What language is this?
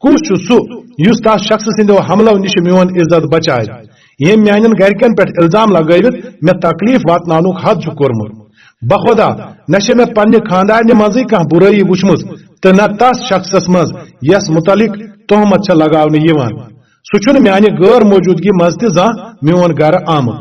Kashmiri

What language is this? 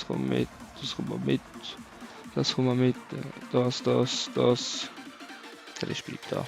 Swiss German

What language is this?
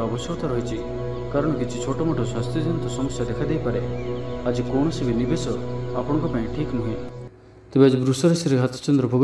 Odia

